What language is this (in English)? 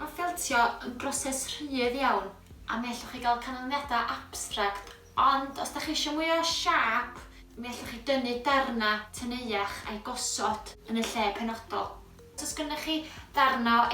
Welsh